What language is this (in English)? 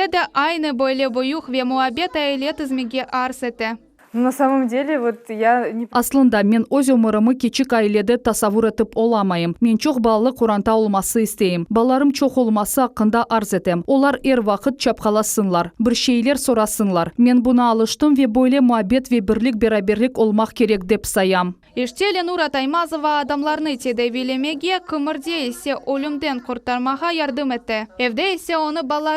Crimean Tatar